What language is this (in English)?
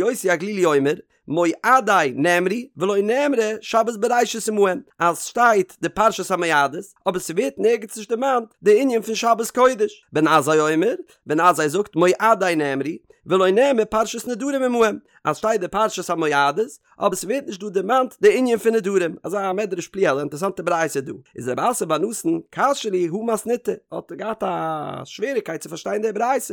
Yiddish